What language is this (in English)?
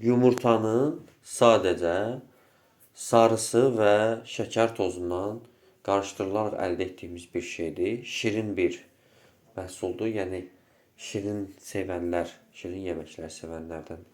Azerbaijani